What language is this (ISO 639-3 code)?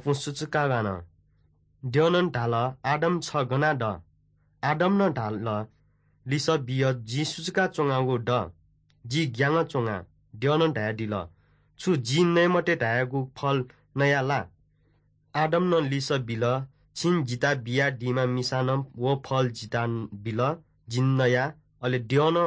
new